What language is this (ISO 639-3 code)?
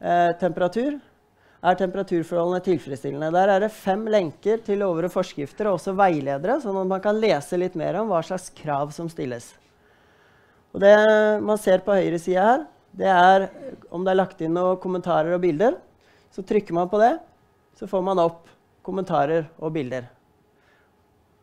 nor